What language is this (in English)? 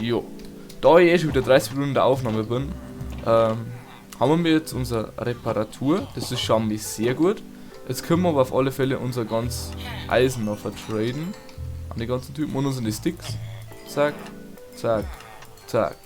Bavarian